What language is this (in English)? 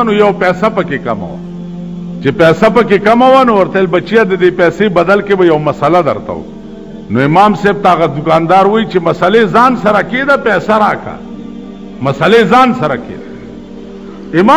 Pashto